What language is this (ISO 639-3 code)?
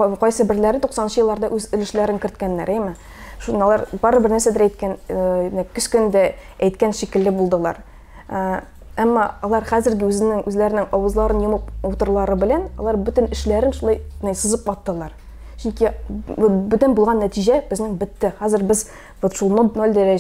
tat